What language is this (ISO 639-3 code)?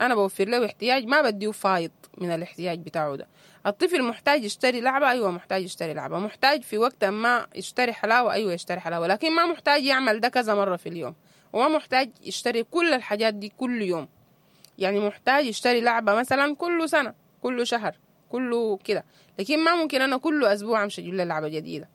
apd